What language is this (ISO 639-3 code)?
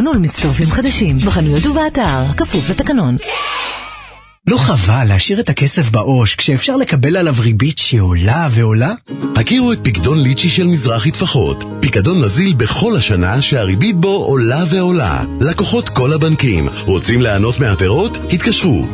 heb